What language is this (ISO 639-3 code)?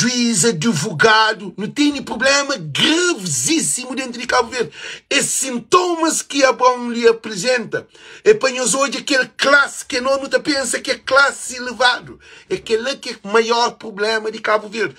kea